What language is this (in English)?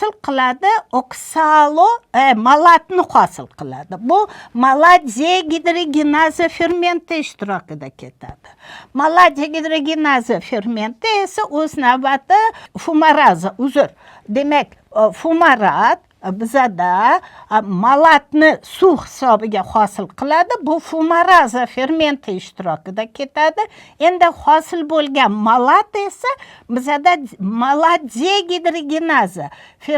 Uzbek